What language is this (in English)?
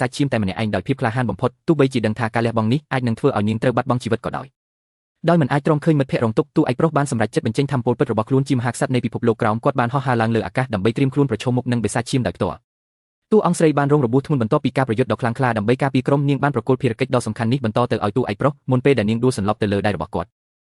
Khmer